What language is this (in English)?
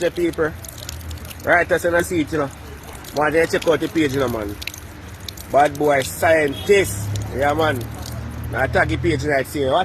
Jamaican Creole English